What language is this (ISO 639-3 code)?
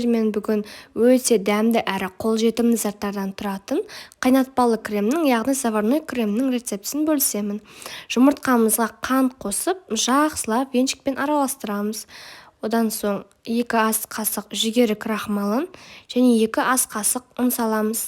kaz